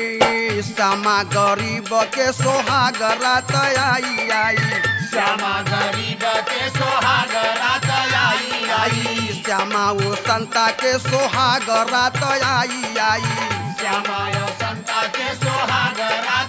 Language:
Bhojpuri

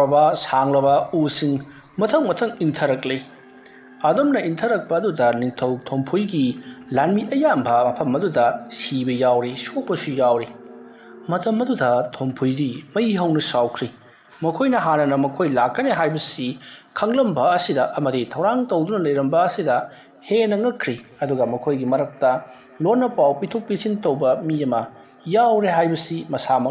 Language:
Manipuri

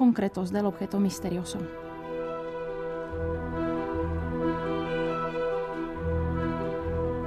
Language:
Spanish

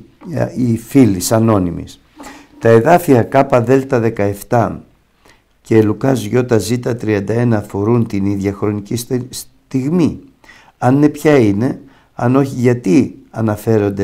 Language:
Greek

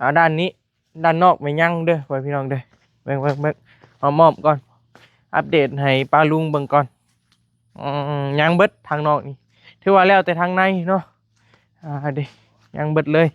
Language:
Northeastern Thai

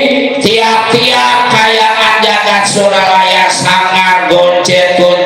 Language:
Betawi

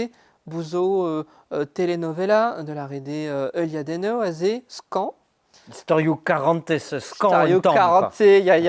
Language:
Breton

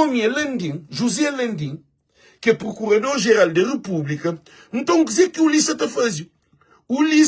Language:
Kabuverdianu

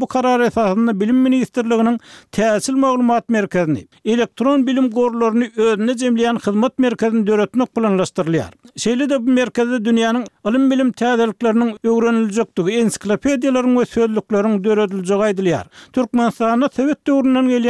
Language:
Turkmen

